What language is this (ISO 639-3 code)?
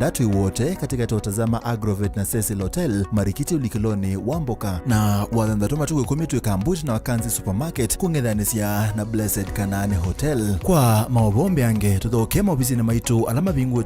kam